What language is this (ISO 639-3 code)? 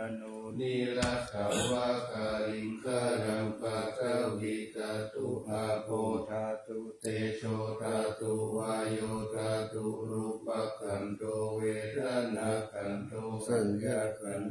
pli